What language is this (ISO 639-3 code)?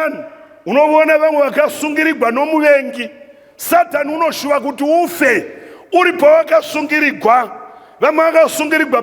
sna